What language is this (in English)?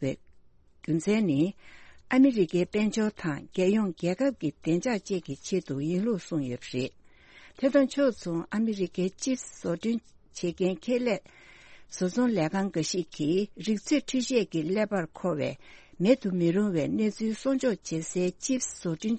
Tibetan